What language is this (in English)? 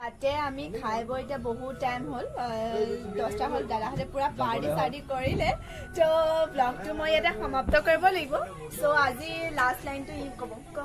Assamese